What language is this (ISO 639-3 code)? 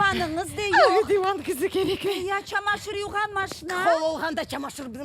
crh